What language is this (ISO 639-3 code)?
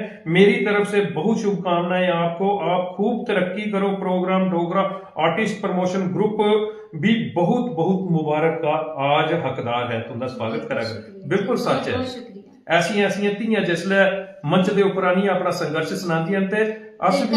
doi